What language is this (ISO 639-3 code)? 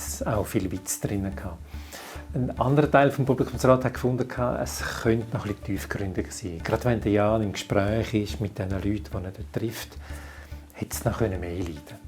gsw